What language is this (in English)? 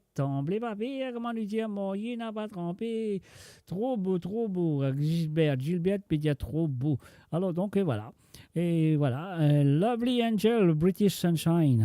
Morisyen